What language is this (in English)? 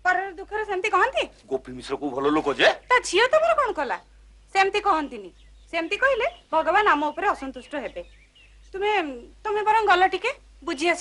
Odia